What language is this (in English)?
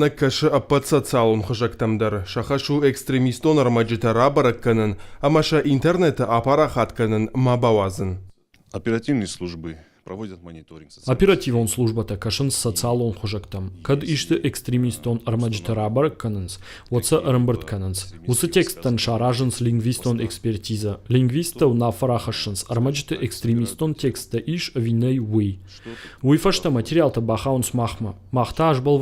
Ossetic